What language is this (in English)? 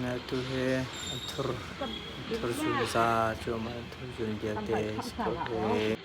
Hakha Chin